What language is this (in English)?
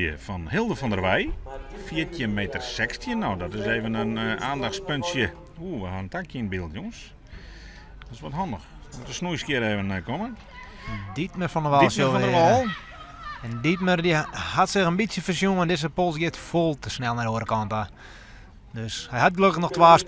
Western Frisian